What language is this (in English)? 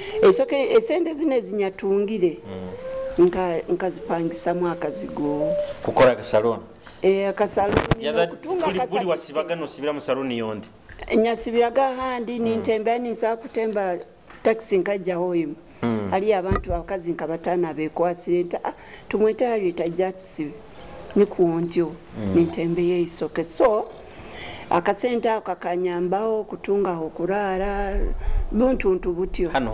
Nyoro